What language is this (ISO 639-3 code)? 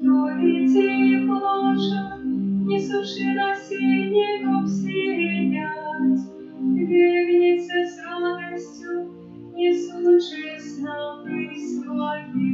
bel